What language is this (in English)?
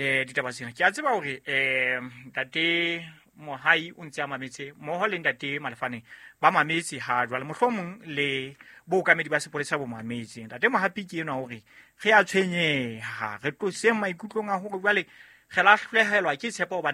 Southern Sotho